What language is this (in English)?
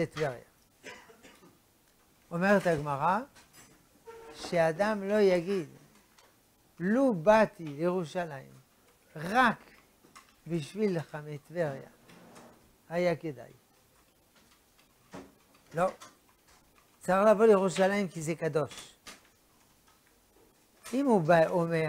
Hebrew